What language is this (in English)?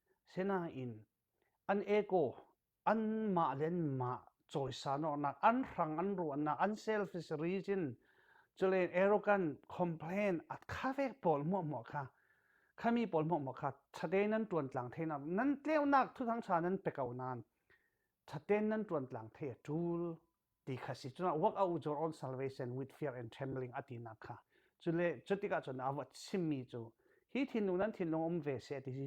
Falam Chin